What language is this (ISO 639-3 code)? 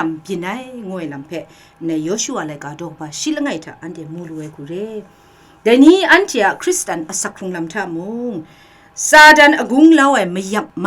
kac